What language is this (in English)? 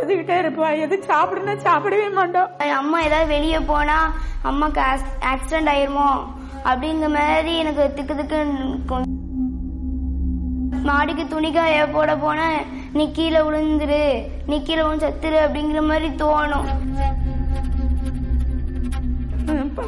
Tamil